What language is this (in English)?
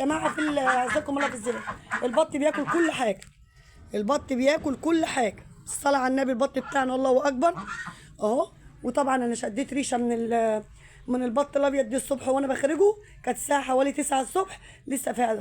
Egyptian Arabic